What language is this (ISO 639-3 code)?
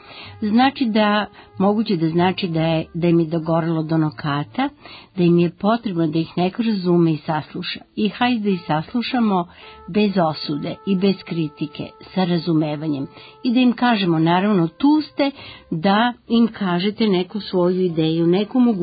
srp